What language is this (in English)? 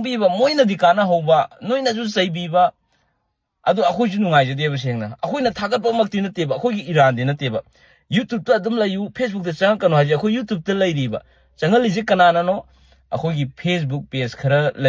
Manipuri